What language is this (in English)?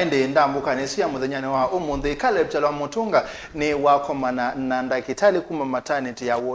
Kamba